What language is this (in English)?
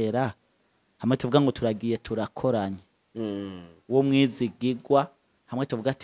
Rundi